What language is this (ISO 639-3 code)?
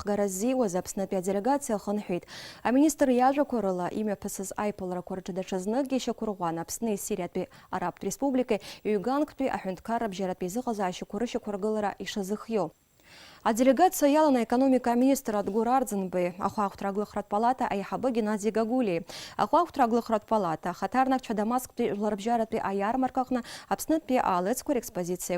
abk